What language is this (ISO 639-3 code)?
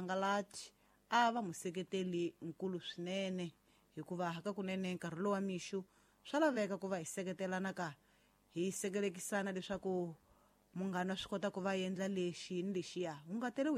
tso